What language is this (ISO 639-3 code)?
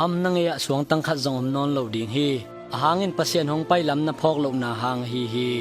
ctd